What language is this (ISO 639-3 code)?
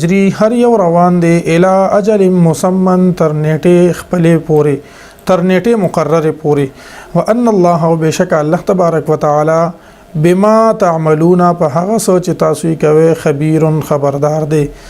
pus